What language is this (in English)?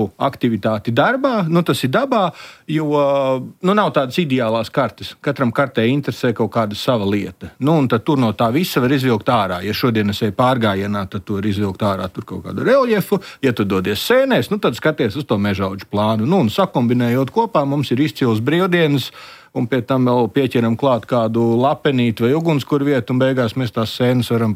Latvian